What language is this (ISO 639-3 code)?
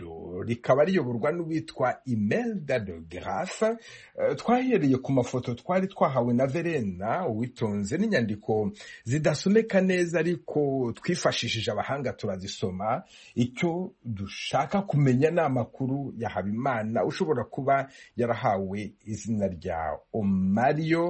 kin